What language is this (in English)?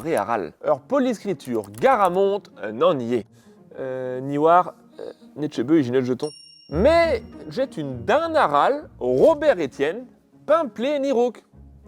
Breton